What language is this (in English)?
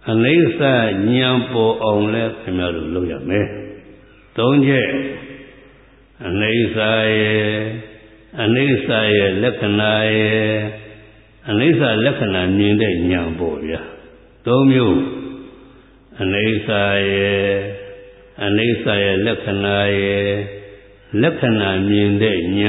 Burmese